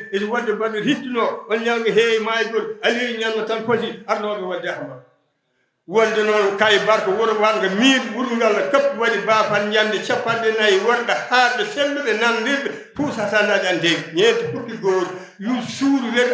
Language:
Fula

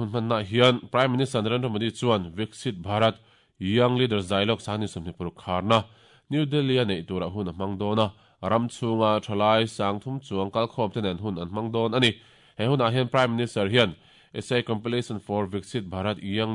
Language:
Mizo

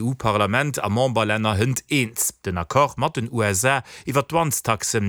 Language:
Luxembourgish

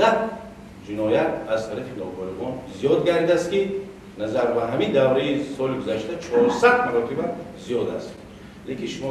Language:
Tajik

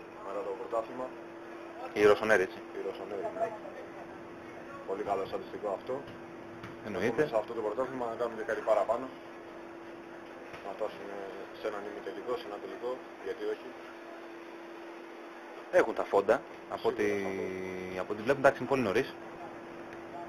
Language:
Greek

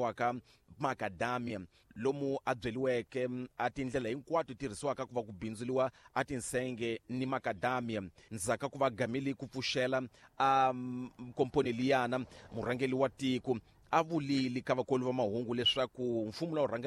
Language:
Tsonga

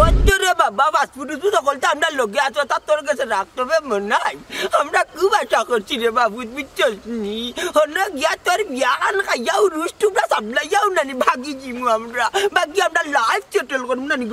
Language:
Sylheti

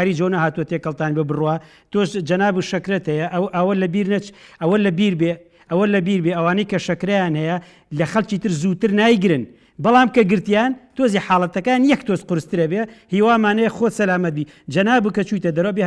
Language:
Central Kurdish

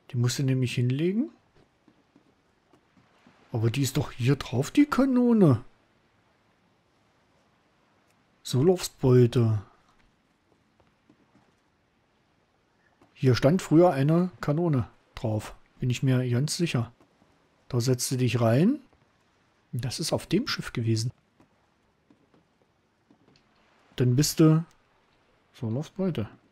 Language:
German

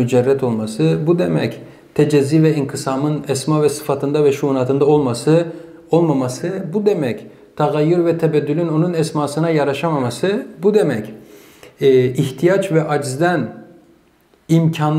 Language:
Turkish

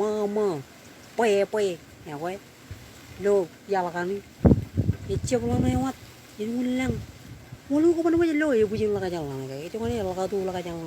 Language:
Marshallese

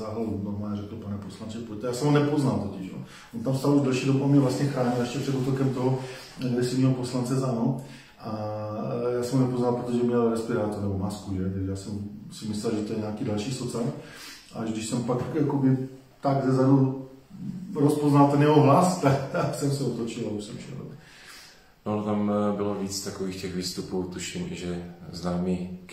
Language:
Czech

